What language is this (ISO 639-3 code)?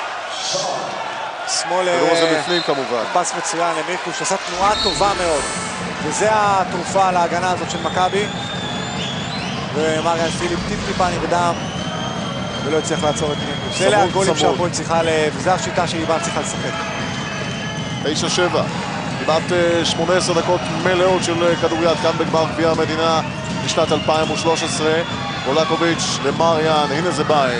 heb